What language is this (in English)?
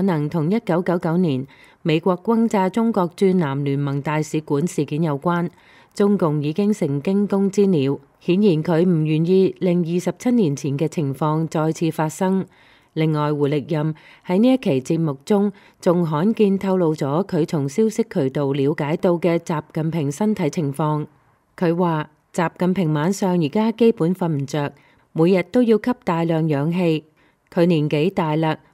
Cantonese